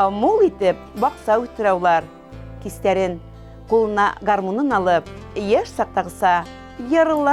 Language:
Bashkir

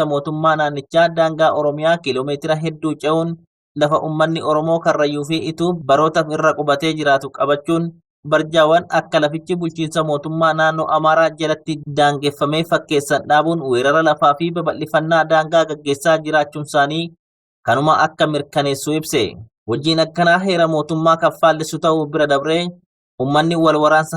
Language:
Oromo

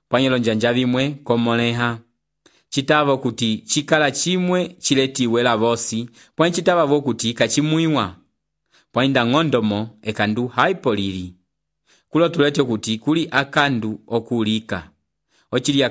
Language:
Umbundu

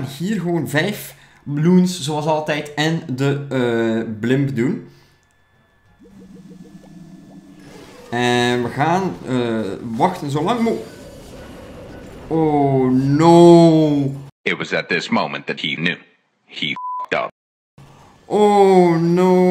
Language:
Dutch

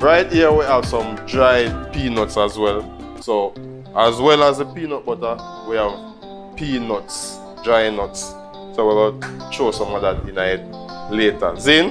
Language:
Jamaican Creole English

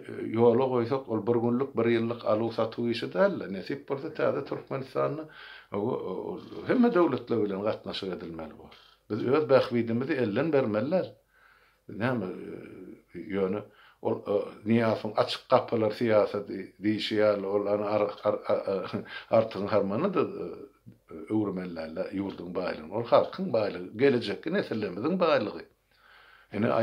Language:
Turkmen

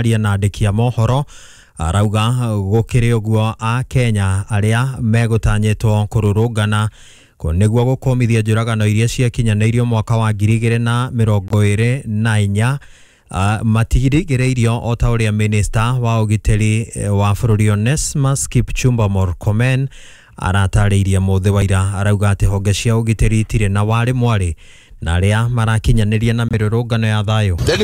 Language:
Kikuyu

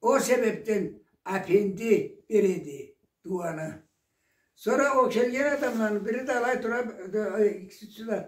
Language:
Karachay-Balkar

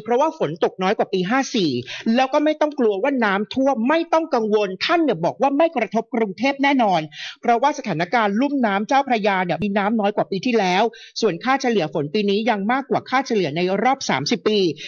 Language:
Thai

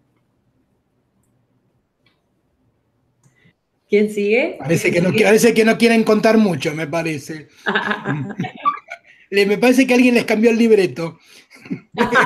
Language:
Spanish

